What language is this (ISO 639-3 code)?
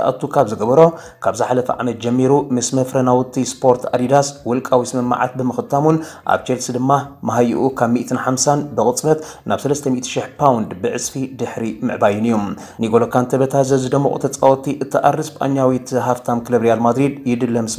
tir